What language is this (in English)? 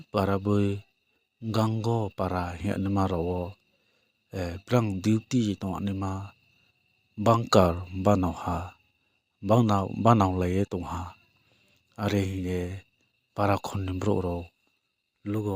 Riang (India)